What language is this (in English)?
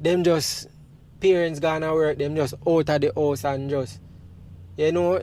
Jamaican Creole English